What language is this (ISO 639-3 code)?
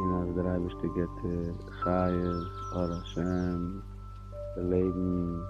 yid